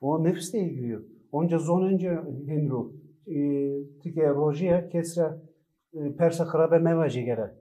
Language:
Zaza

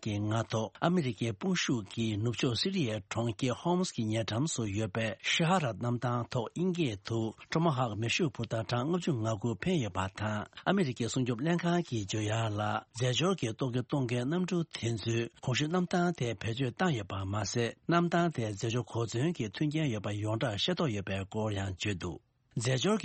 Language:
Tibetan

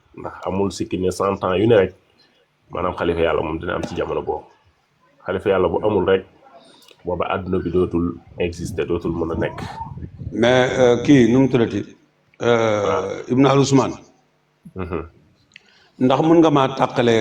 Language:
Wolof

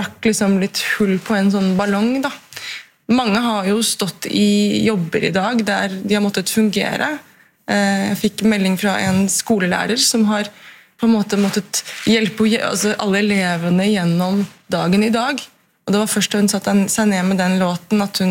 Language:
Norwegian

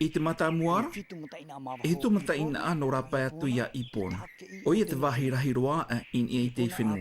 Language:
Tahitian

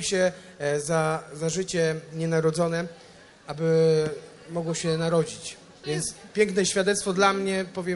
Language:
Polish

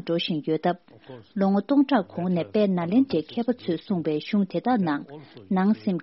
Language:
Tibetan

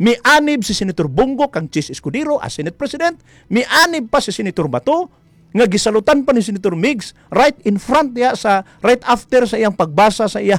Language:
Cebuano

